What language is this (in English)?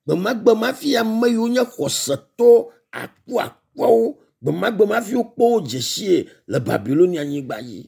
Ewe